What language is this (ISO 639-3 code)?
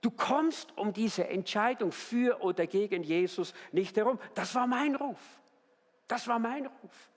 gsw